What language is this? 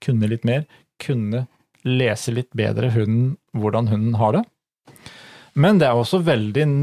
Norwegian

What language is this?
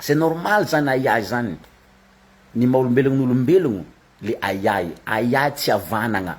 Malagasy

